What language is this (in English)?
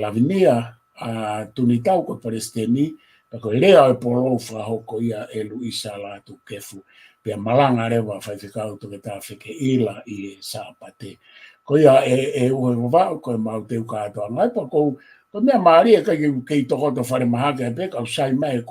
Tongan